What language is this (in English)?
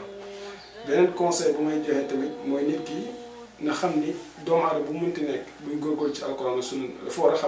Wolof